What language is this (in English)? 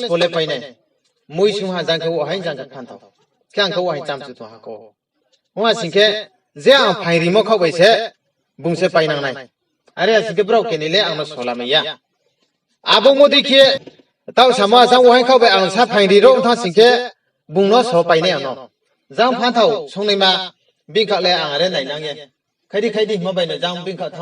Riang (India)